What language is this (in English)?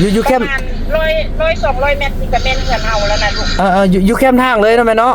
Lao